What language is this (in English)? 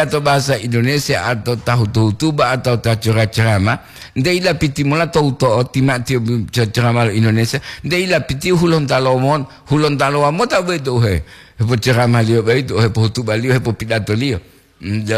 Gorontalo